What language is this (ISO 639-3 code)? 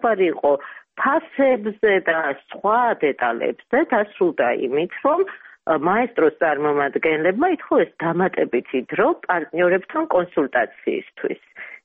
kat